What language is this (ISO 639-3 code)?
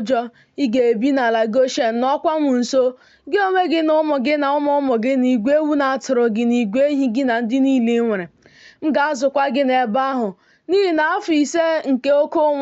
ibo